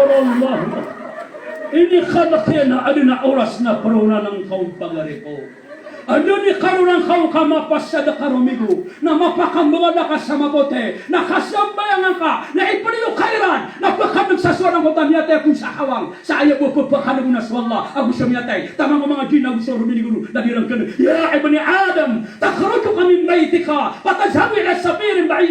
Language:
Maranao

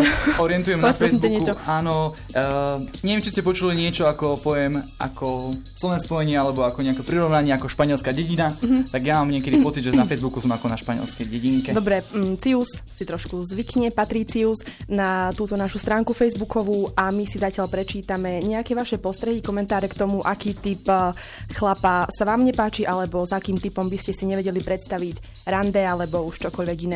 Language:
Slovak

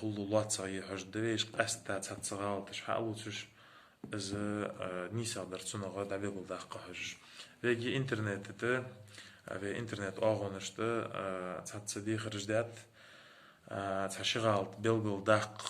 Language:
Ingush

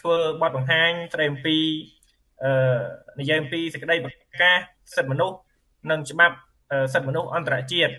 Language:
Khmer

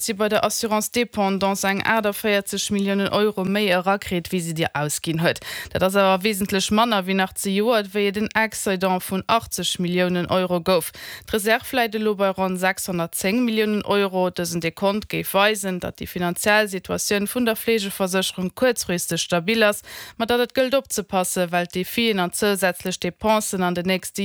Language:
Luxembourgish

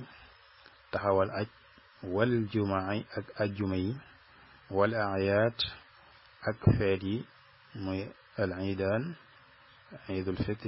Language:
Wolof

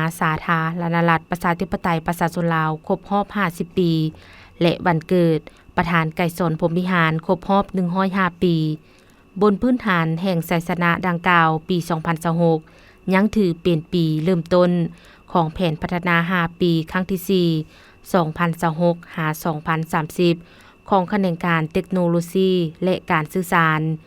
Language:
Lao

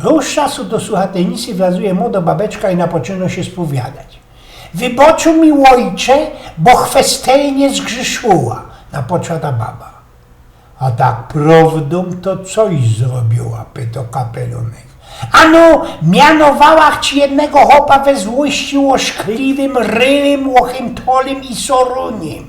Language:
Silesian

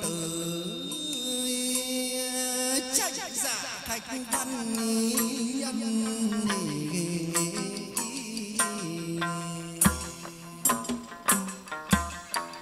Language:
Vietnamese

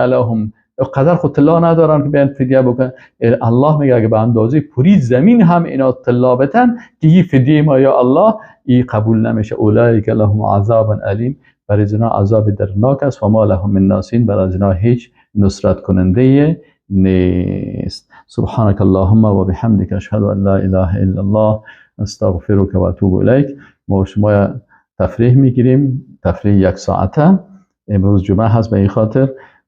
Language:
Persian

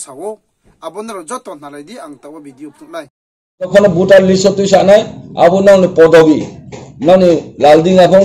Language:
Riang (India)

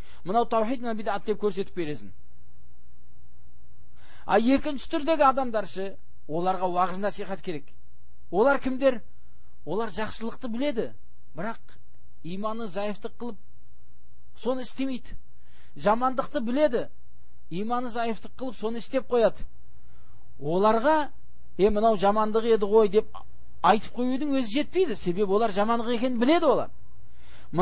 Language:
Kazakh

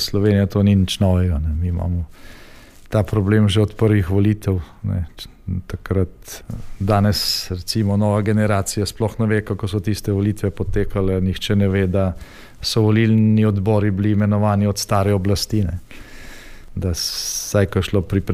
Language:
Slovenian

